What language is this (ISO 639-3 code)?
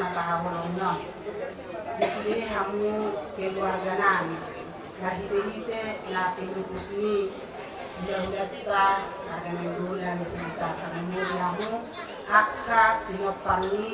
bbc